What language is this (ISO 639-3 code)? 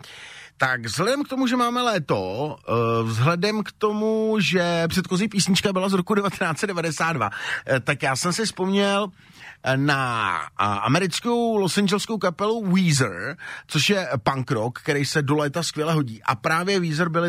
ces